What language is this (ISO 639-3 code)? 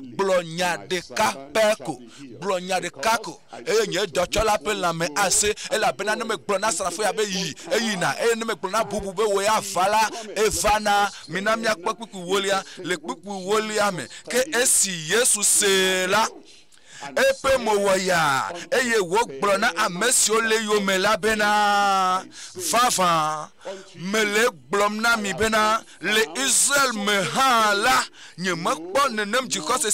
ewe